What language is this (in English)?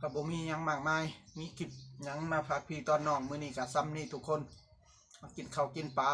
Northeastern Thai